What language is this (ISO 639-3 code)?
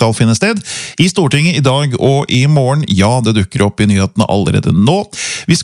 nor